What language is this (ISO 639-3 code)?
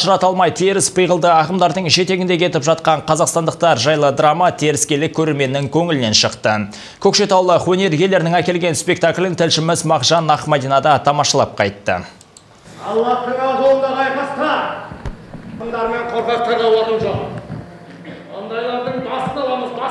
kaz